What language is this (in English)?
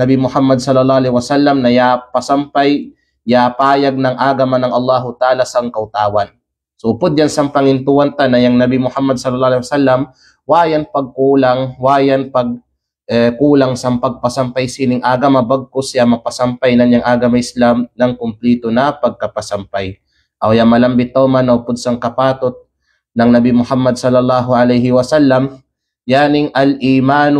Kalagan